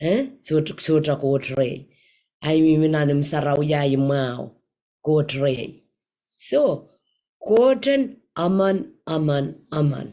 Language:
Pohnpeian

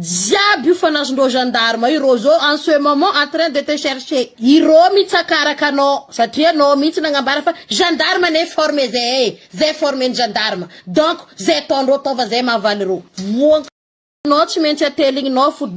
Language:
Malagasy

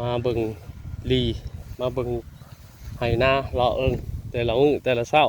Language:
Northeastern Thai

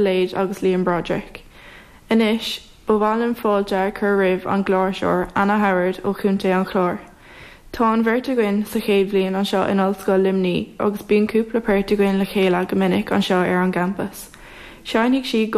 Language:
Irish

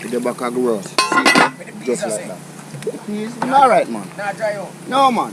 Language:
Jamaican Creole English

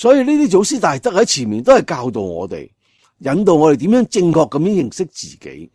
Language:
Cantonese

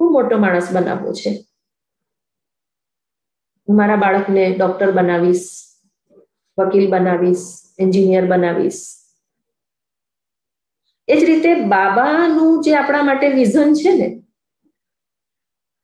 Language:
Gujarati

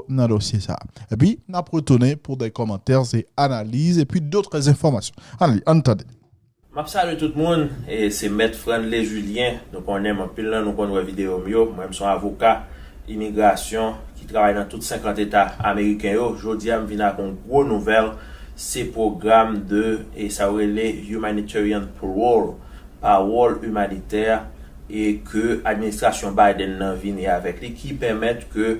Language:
Haitian Creole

